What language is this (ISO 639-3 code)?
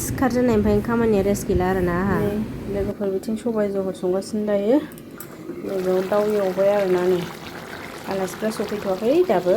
brx